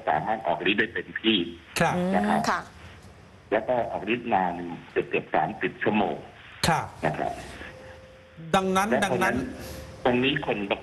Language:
Thai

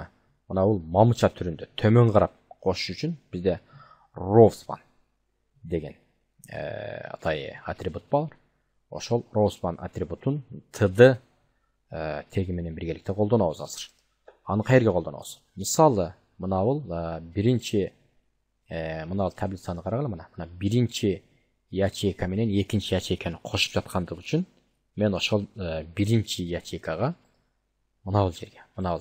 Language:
Kyrgyz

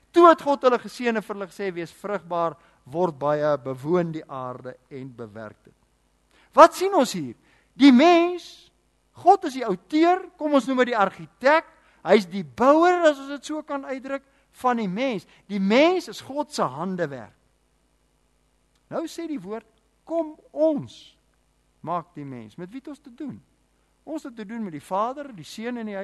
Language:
Afrikaans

